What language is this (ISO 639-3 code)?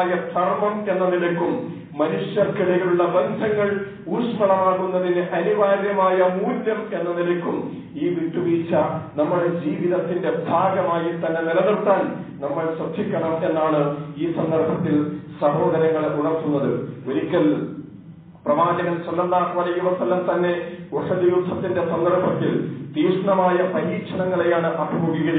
mal